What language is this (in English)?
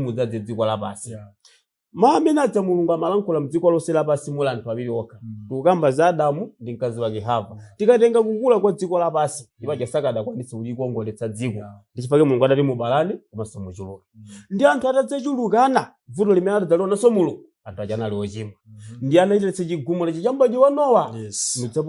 Nyanja